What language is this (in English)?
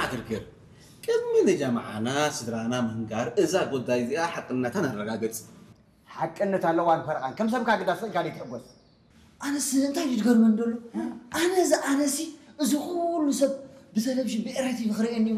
Tigrinya